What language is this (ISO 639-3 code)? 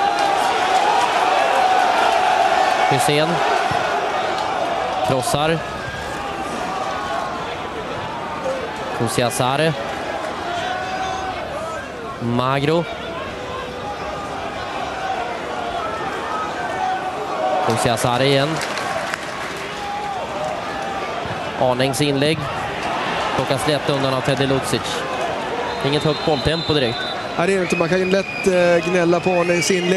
swe